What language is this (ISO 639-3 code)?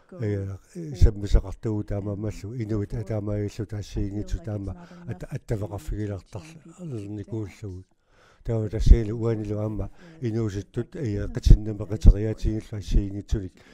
kal